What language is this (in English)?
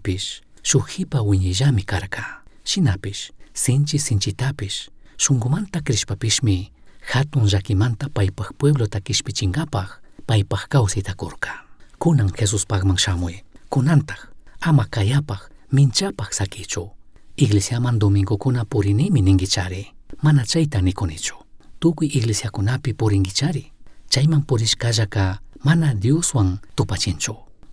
Chimborazo Highland Quichua